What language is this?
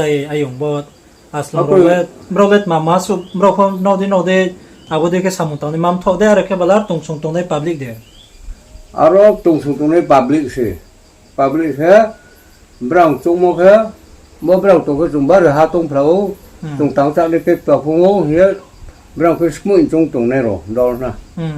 Riang (India)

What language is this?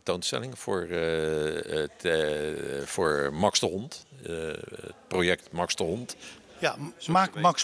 Dutch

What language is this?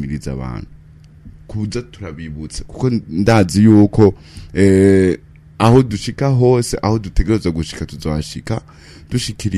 Rundi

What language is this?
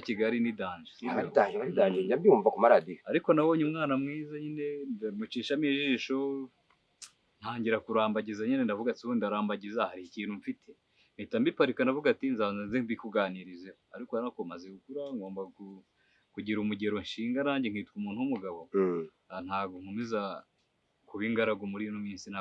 Kinyarwanda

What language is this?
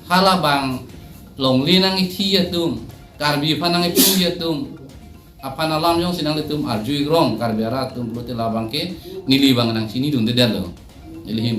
Karbi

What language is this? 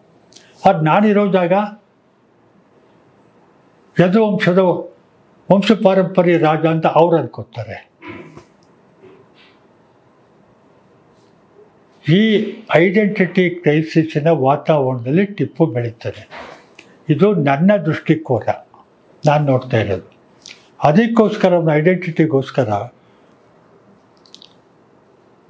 Kannada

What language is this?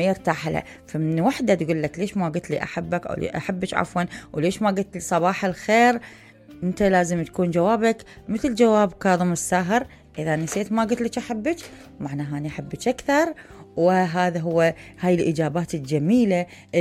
Mesopotamian Arabic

